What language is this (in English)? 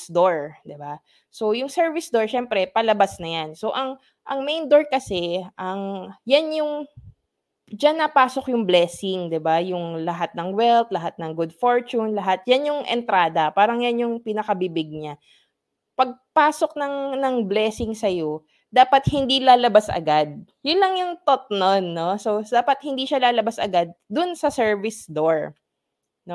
Filipino